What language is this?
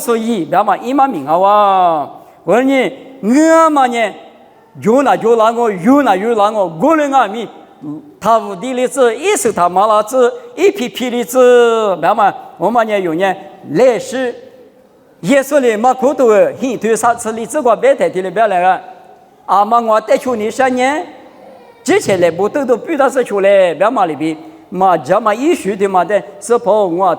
Lisu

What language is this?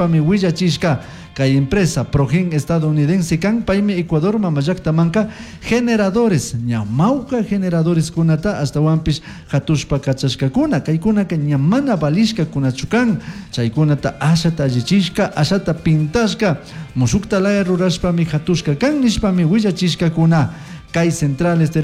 Chimborazo Highland Quichua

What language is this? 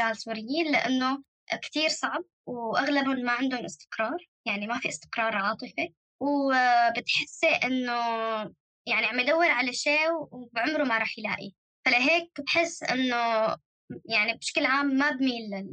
North Levantine Arabic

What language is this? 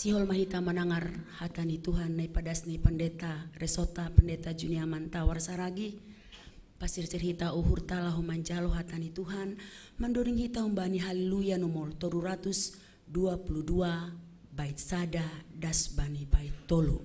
Batak Simalungun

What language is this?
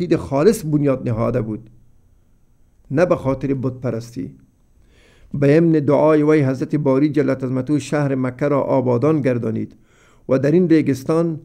Persian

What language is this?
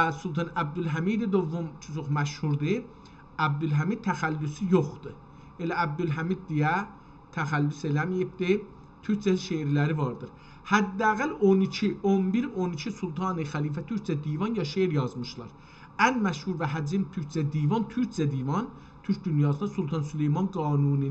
South Azerbaijani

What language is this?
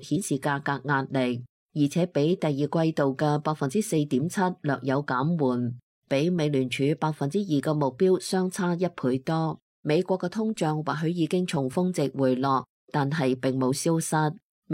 Cantonese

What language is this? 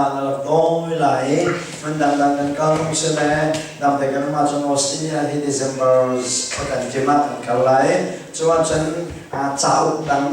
Hakha Chin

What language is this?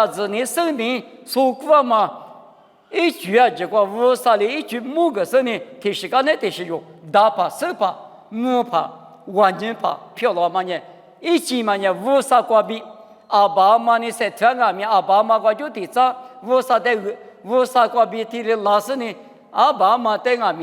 Lisu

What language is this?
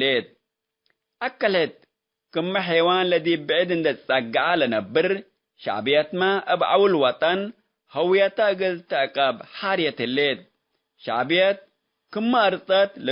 Tigre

